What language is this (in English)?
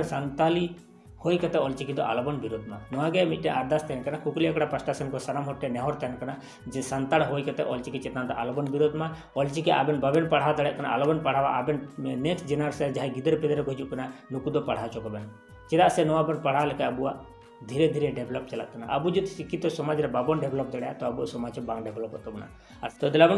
Santali